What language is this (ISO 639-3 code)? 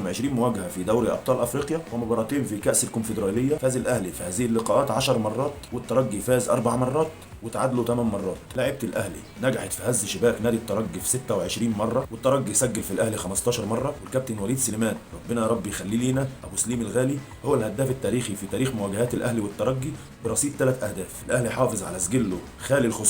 arz